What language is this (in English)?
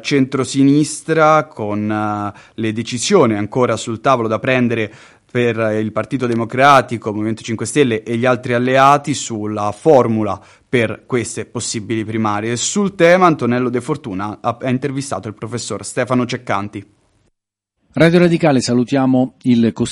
Italian